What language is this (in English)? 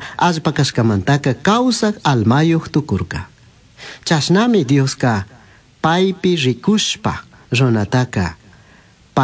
Chimborazo Highland Quichua